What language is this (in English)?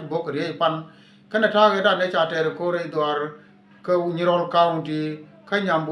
Nuer